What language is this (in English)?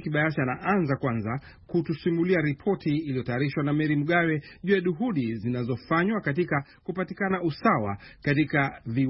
Swahili